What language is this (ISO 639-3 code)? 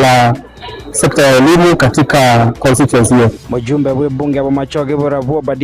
guz